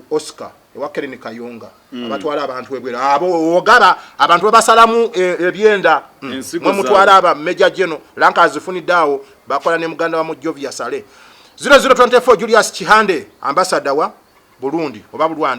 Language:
Ganda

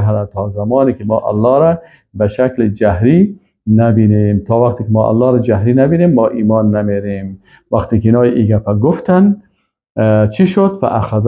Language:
Persian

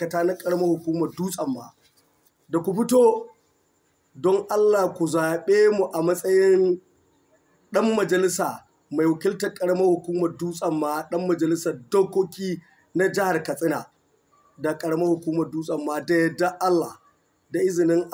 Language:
Hausa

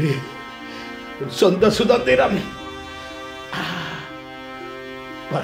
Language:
Tamil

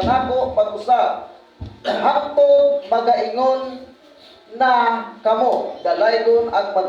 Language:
Cebuano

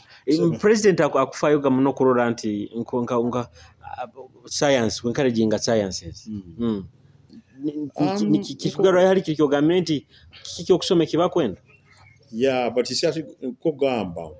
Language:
Nyoro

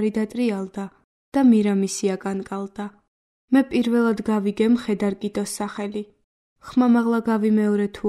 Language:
Georgian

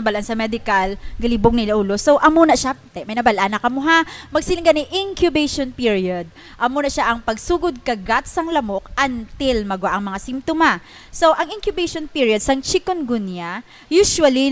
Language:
Hiligaynon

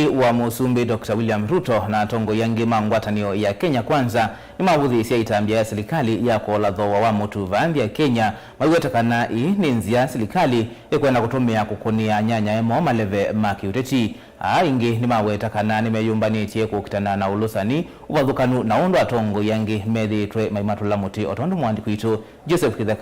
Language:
Kamba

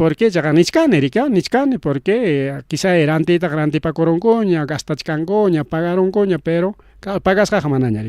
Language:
Ayacucho Quechua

